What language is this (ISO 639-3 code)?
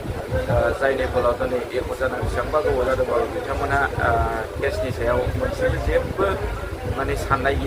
brx